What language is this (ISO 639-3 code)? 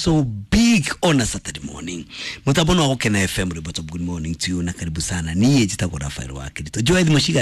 kik